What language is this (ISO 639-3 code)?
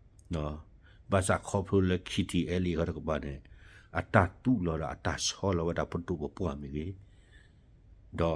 ksw